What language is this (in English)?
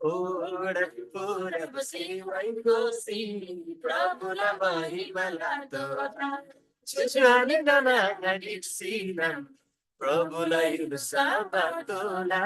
Eastern Tamang